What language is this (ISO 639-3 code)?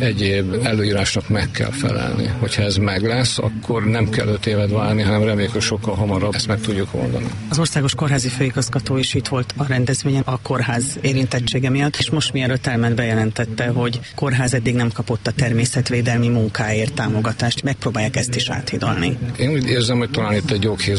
hun